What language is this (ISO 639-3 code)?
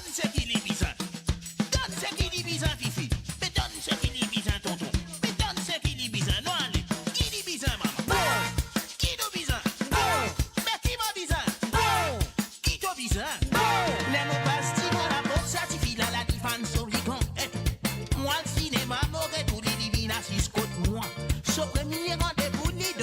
mfe